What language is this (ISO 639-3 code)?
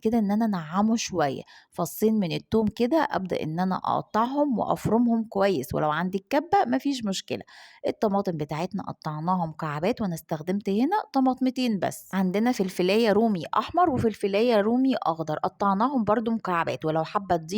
arz